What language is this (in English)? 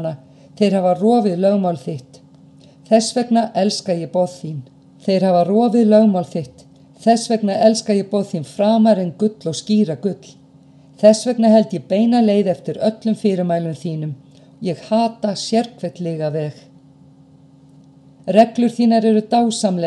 Icelandic